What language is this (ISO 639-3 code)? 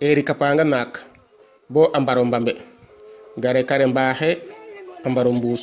srr